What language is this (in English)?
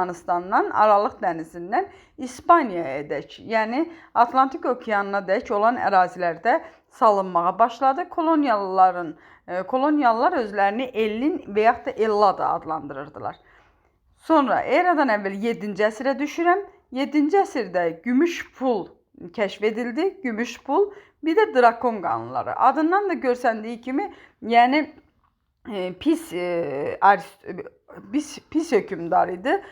Azerbaijani